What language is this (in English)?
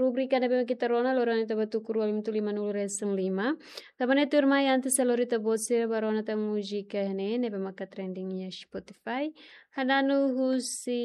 Tetum